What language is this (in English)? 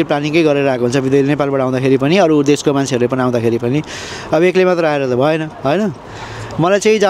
Nepali